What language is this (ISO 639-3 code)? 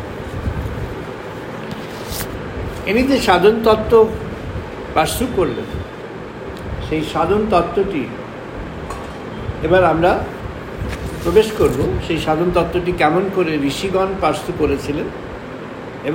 ben